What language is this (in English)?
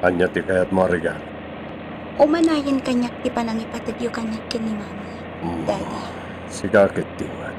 Iloko